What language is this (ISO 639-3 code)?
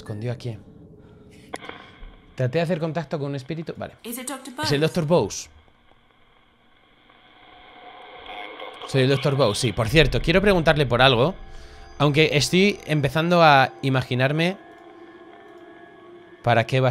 spa